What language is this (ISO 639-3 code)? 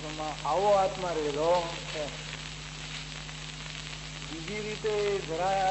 guj